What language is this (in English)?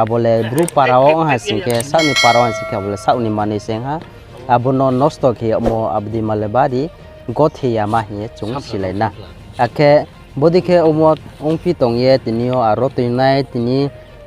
Riang (India)